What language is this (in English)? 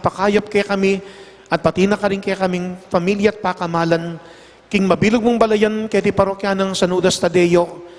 Pampanga